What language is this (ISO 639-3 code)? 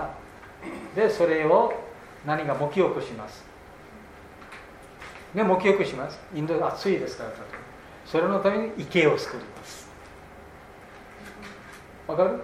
jpn